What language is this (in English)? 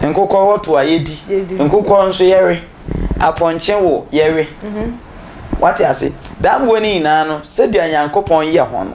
Akan